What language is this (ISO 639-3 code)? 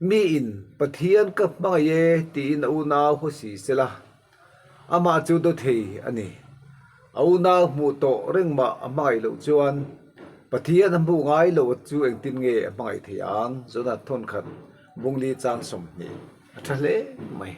lus